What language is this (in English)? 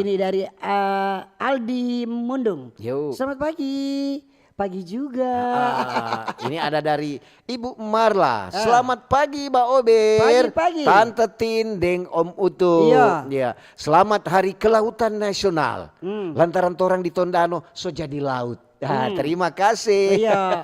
Manado Malay